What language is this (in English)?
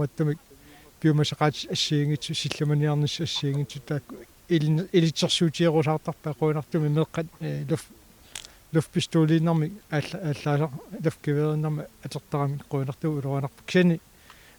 Kalaallisut